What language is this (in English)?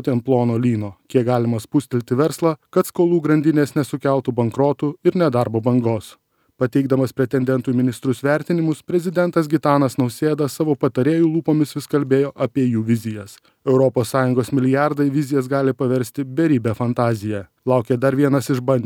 Lithuanian